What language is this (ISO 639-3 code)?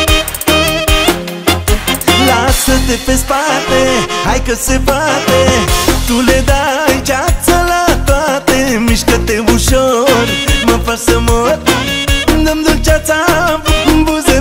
ron